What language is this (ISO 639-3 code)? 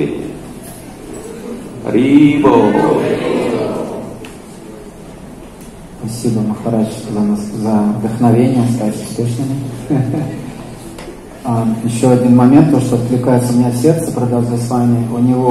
rus